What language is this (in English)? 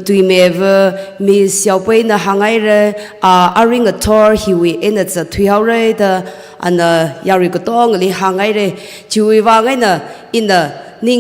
Tangkhul Naga (India)